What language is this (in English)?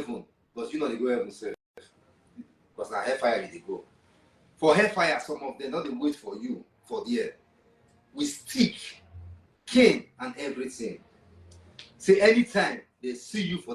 Nigerian Pidgin